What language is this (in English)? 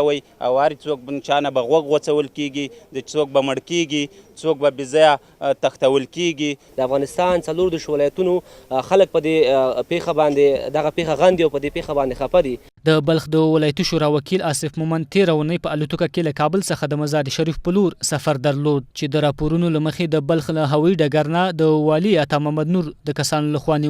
Pashto